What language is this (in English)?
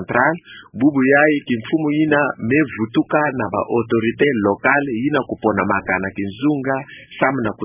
Kituba (Democratic Republic of Congo)